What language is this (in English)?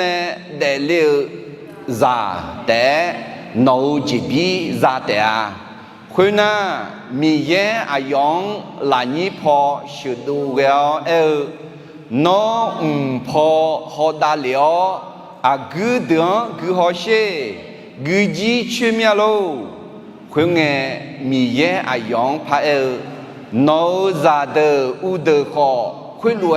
Akha